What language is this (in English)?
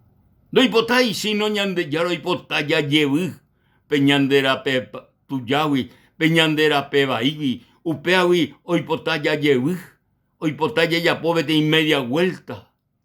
Guarani